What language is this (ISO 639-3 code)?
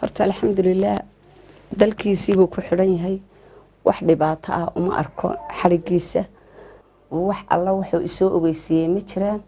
som